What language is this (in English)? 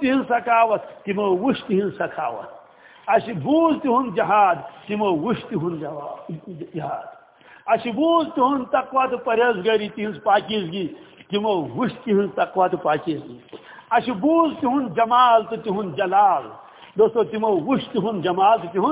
Kashmiri